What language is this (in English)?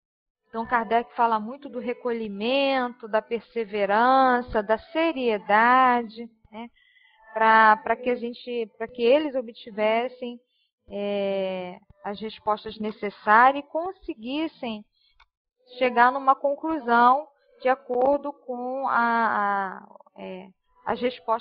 Portuguese